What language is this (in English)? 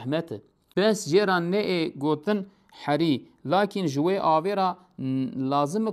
Kurdish